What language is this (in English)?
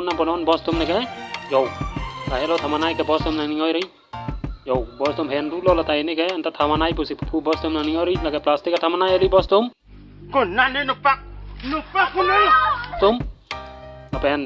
Karbi